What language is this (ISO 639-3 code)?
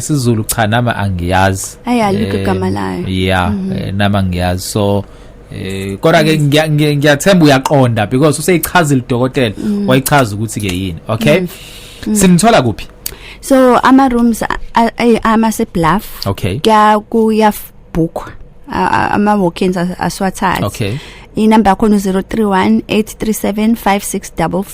zul